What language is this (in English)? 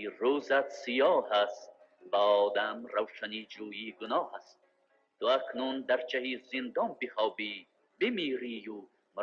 Tajik